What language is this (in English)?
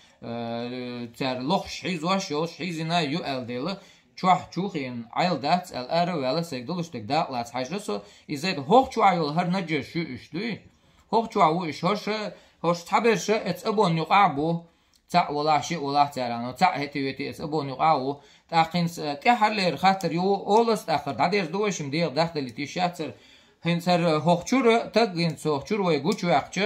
Chechen